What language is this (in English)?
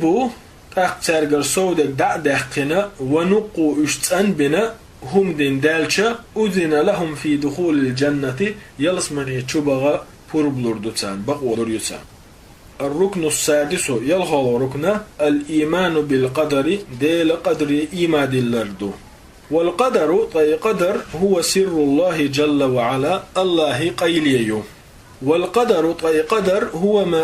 Chechen